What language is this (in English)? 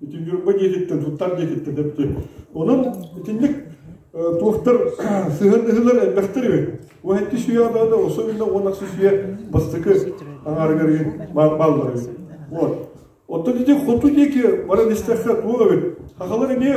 Yakut